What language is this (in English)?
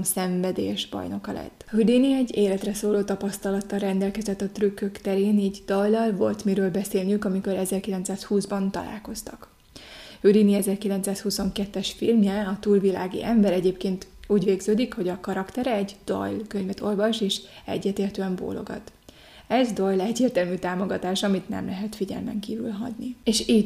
Hungarian